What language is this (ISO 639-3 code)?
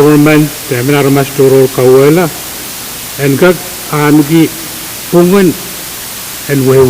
pon